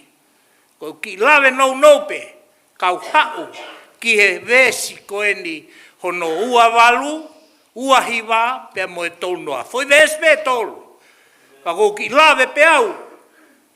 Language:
Tongan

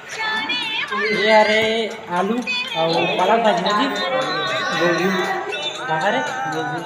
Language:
Chhattisgarhi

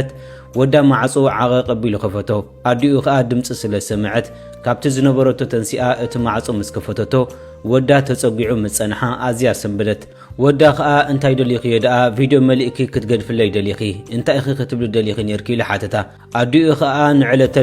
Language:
Tigrinya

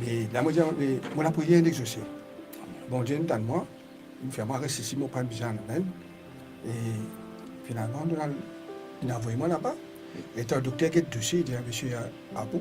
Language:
Morisyen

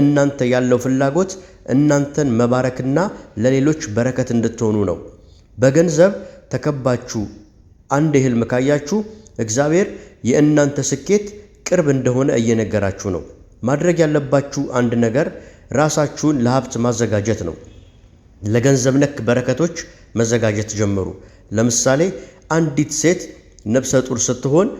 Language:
Amharic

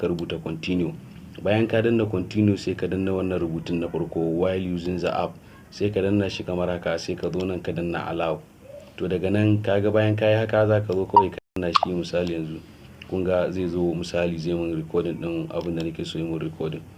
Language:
Hausa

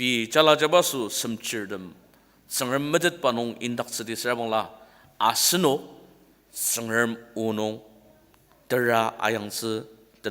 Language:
Ao Naga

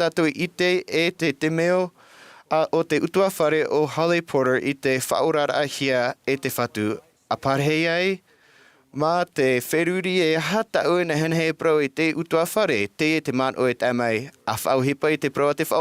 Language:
Tahitian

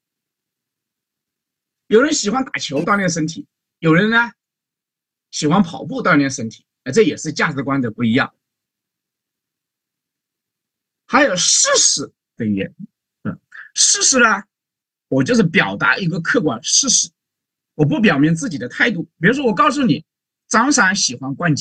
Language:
Chinese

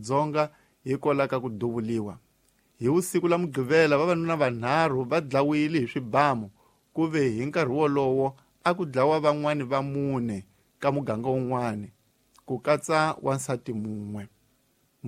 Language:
Tsonga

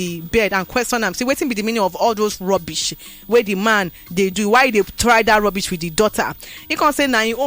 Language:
Nigerian Pidgin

